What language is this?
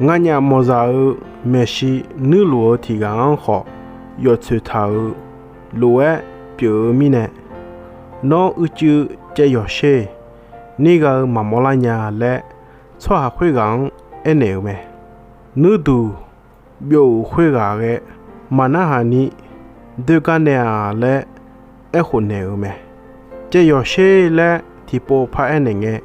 Akha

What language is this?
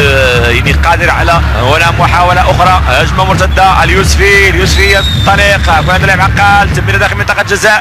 Arabic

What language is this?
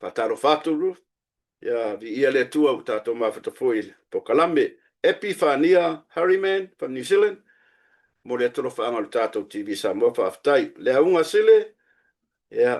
Samoan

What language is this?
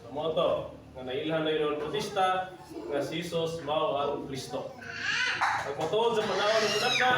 Cebuano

